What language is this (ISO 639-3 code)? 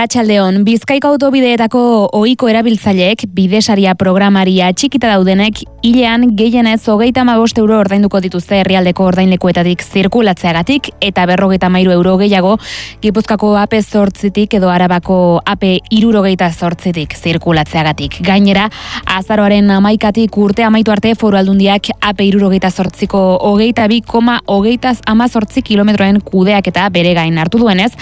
eus